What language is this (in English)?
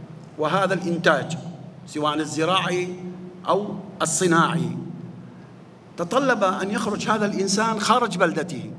Arabic